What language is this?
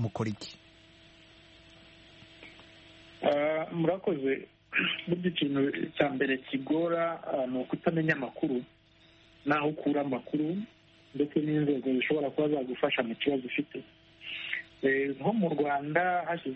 Kinyarwanda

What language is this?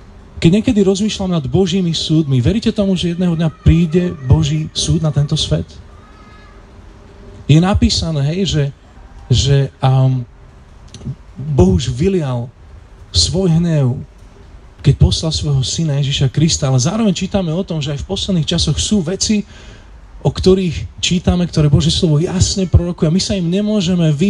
Slovak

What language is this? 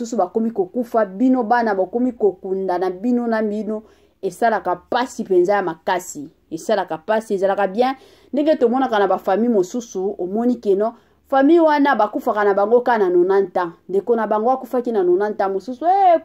Lingala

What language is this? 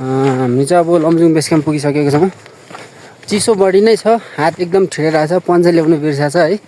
Nepali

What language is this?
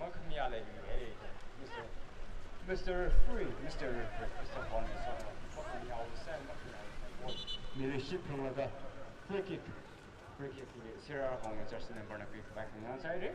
Tangkhul Naga (India)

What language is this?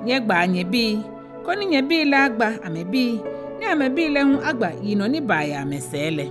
Ga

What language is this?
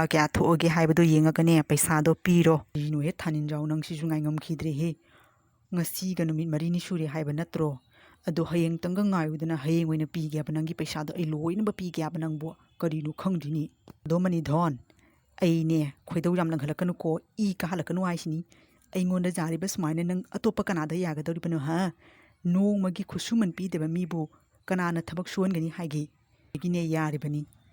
Manipuri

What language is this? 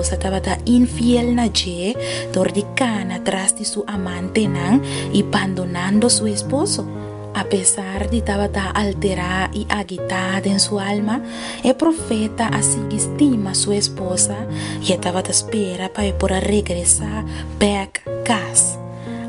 Papiamento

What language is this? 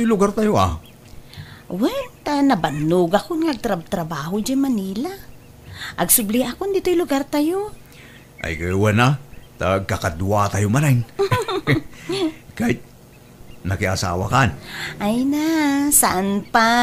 Iloko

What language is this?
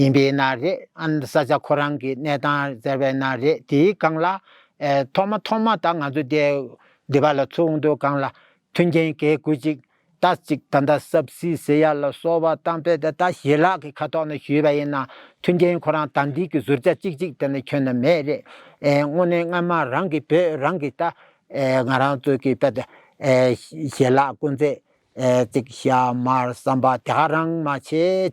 Tibetan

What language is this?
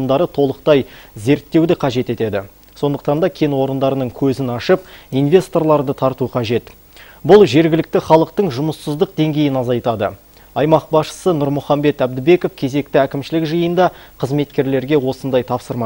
Kazakh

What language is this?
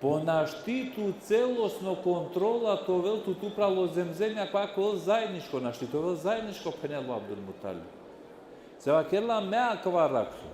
Balkan Romani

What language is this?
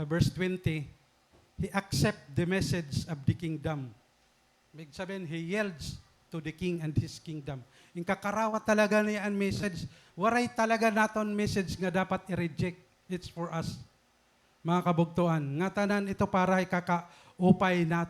Waray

